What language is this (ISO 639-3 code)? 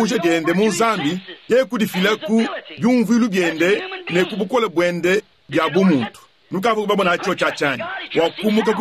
lua